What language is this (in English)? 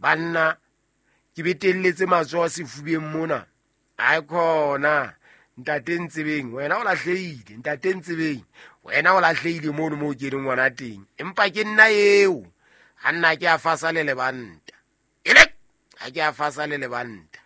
Southern Sotho